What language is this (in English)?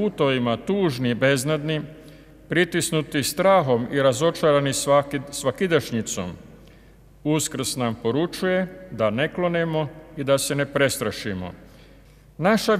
Croatian